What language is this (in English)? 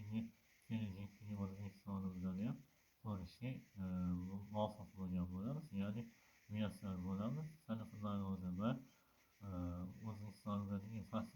Uzbek